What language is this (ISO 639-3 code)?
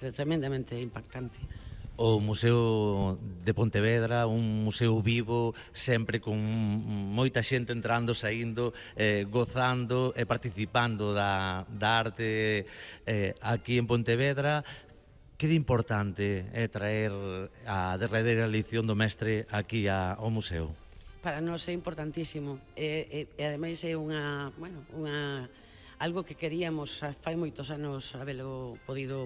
glg